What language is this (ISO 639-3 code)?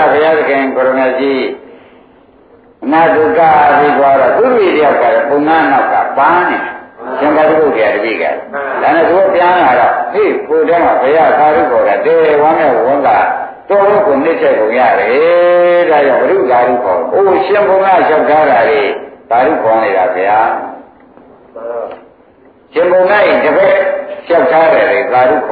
mya